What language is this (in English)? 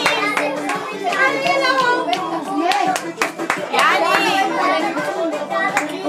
Bulgarian